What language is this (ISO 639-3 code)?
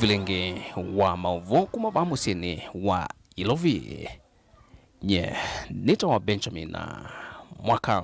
kam